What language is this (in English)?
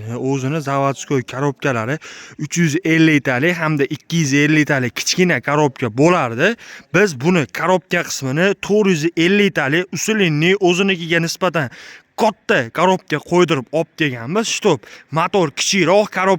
Uzbek